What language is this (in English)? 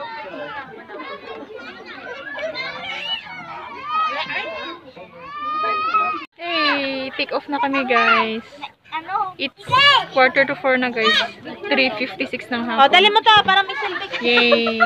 Filipino